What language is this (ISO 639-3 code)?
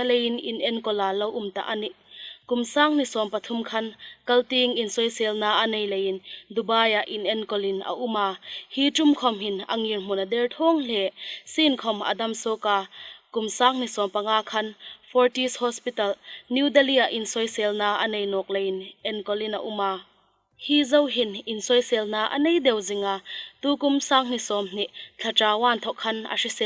hmr